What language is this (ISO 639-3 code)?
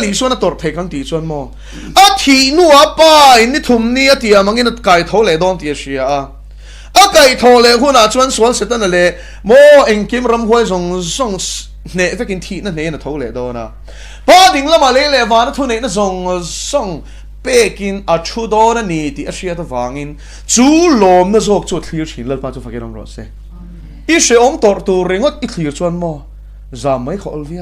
lus